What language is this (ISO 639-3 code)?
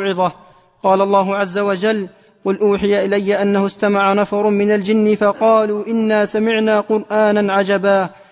ara